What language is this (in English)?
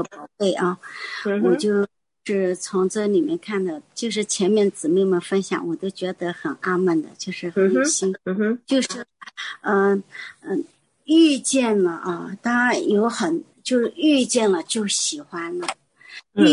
Chinese